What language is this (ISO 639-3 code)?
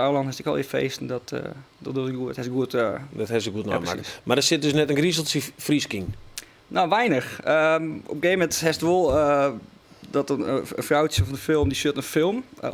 fry